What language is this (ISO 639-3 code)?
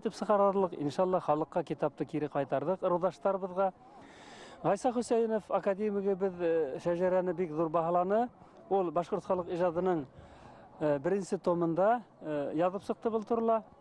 bak